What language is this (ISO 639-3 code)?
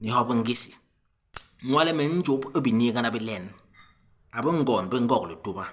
bas